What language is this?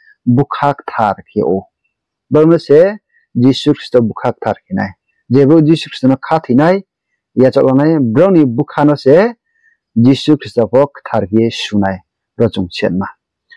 Riang (India)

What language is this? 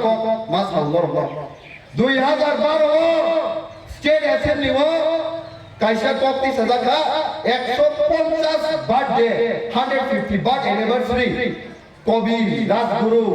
Kok Borok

